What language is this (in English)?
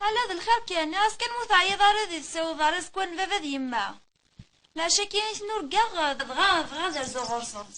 Kabyle